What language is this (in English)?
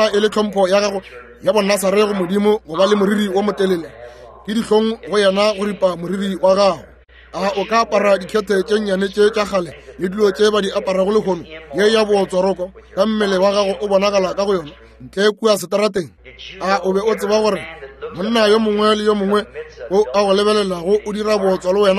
Northern Sotho